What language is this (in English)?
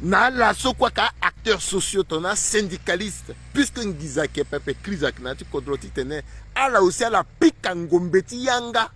Sango